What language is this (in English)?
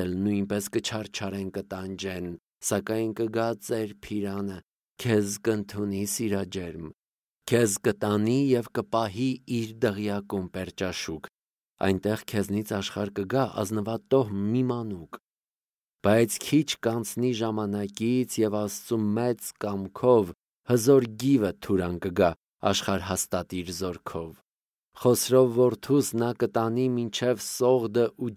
Armenian